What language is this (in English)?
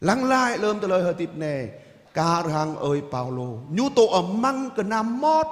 Jarai